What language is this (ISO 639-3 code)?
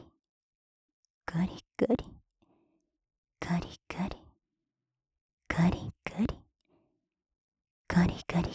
jpn